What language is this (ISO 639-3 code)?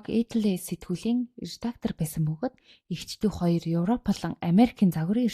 mon